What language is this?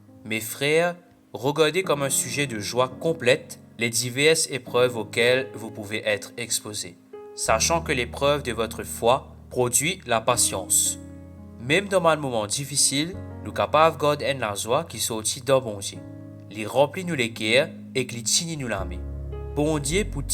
Morisyen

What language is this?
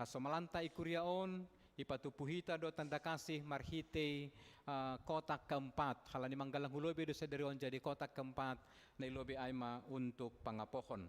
Batak Simalungun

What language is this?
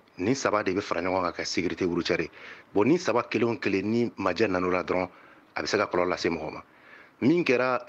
Bambara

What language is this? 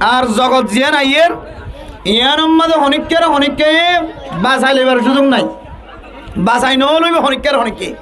Rohingya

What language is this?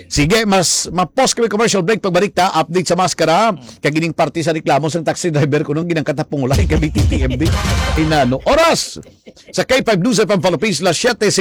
Hiligaynon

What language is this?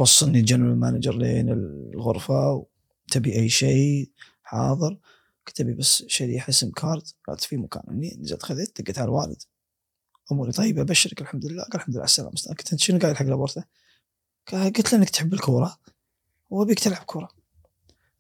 Gulf Arabic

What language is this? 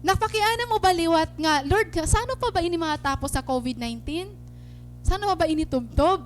Waray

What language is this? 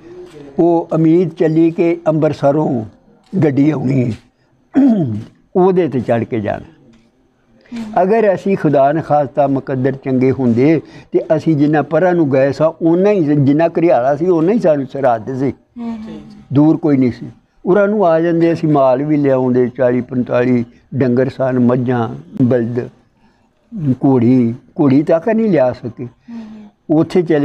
Punjabi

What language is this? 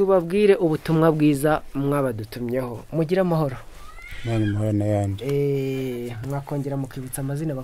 Kinyarwanda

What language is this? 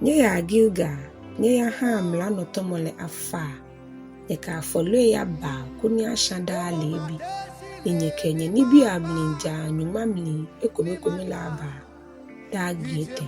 Ga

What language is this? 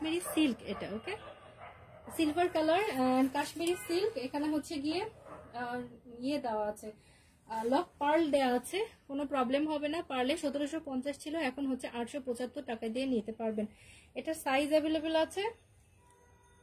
Bangla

